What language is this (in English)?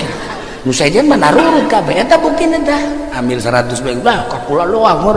Sundanese